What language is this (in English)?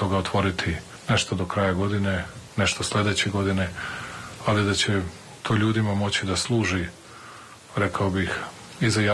Serbian